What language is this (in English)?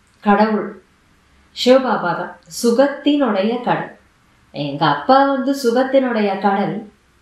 Tamil